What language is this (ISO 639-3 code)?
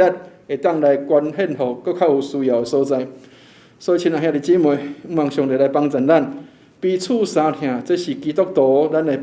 nan